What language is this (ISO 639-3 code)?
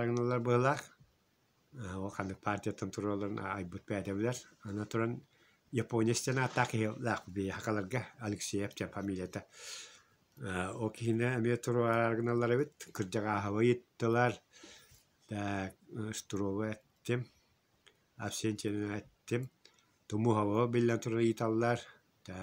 sah